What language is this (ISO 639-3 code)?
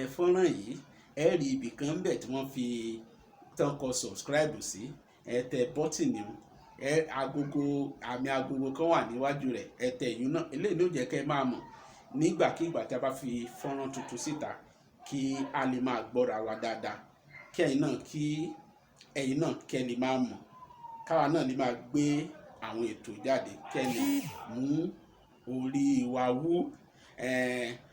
yor